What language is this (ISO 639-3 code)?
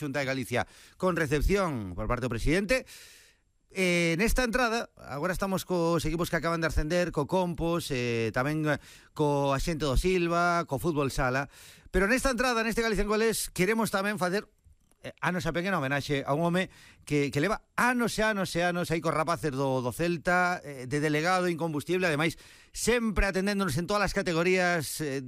glg